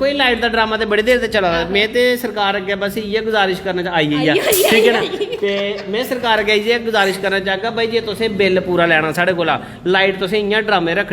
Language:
Dogri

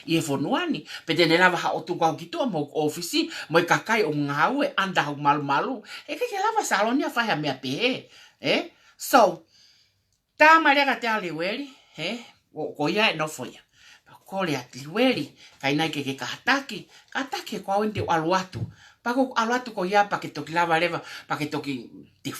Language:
Tongan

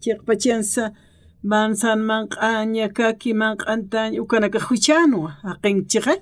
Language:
Aymara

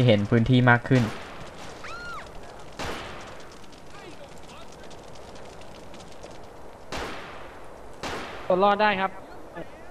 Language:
Thai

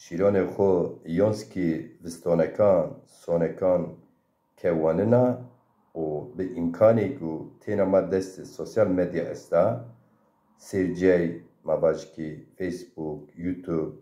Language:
Zaza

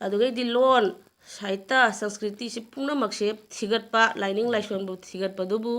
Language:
Manipuri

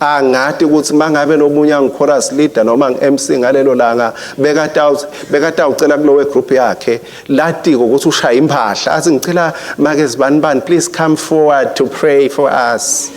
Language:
Swati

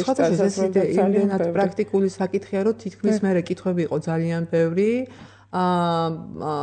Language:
Georgian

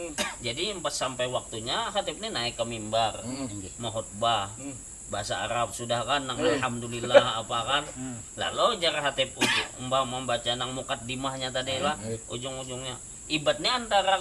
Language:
Banjar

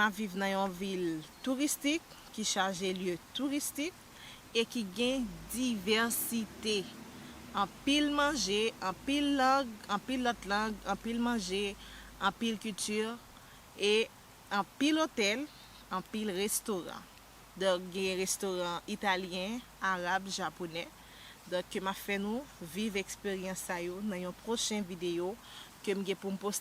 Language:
Haitian Creole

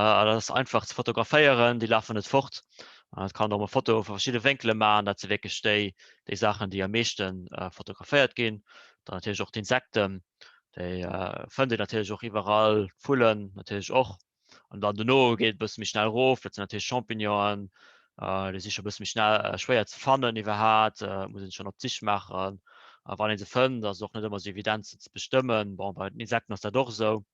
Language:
Luxembourgish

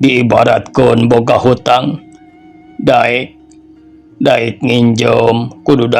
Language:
Sundanese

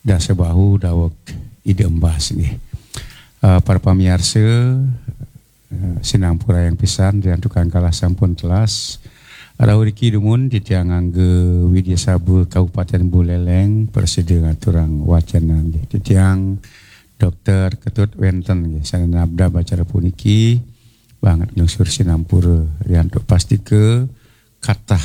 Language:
Balinese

